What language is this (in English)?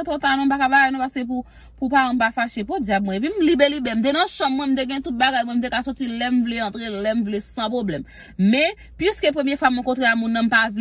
Haitian Creole